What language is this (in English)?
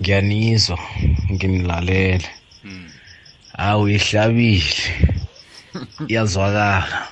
South Ndebele